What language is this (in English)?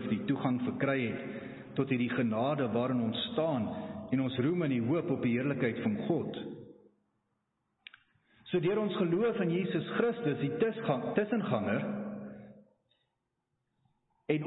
Afrikaans